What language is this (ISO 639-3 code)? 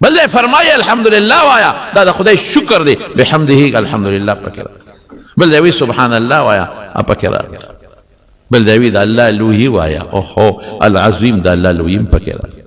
pus